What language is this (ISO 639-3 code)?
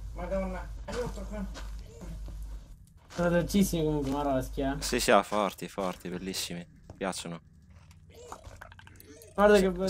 ita